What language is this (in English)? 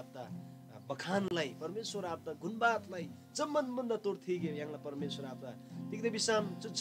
Eastern Tamang